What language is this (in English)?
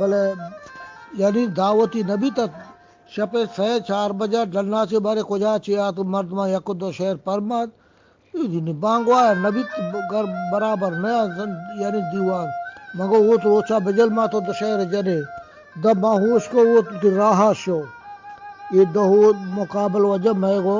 Eastern Balochi